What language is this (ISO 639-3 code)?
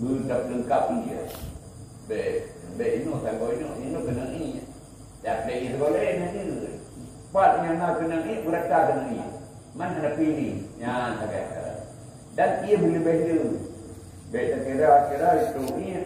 ace